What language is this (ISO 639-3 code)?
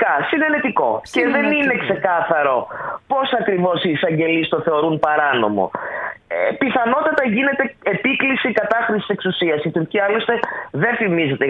ell